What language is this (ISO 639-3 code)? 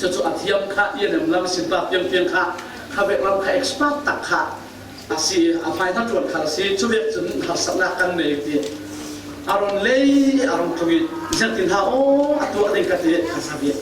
cfm